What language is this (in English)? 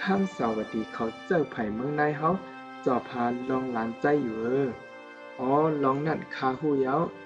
Shan